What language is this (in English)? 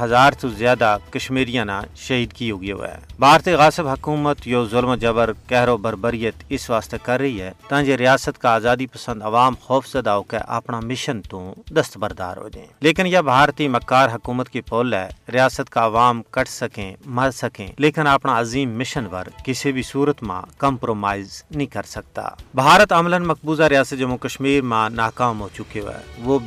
Gujari